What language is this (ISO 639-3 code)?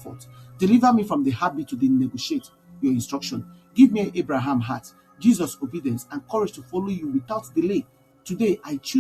pcm